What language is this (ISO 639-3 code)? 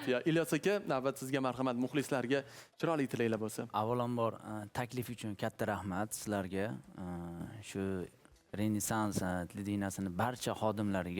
uzb